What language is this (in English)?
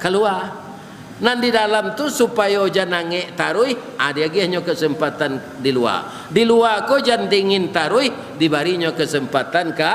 Minangkabau